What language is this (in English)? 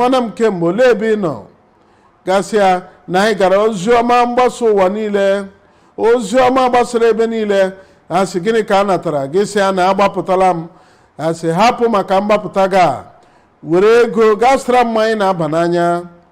Igbo